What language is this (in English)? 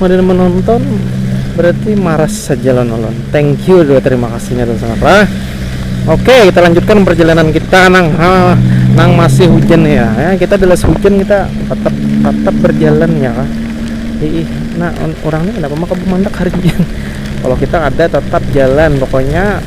Banjar